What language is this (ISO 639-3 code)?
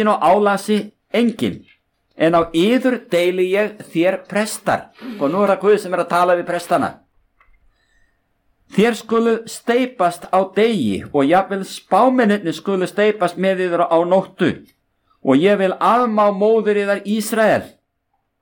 isl